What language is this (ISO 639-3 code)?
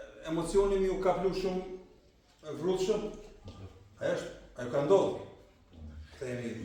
sqi